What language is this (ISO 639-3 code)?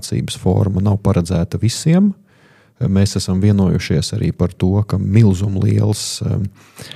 lav